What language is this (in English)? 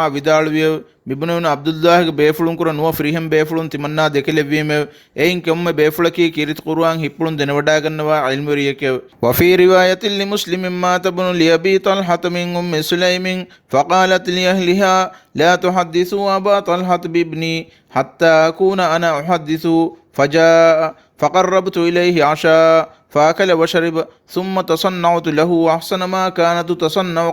Divehi